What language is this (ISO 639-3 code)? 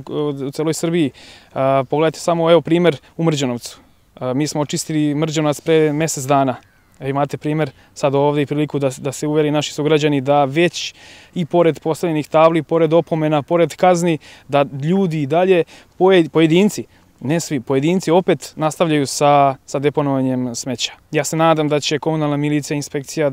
srp